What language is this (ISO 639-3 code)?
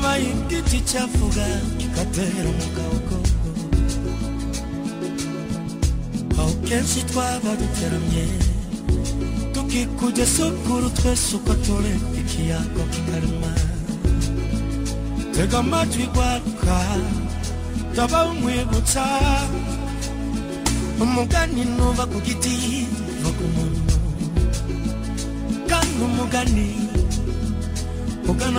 kin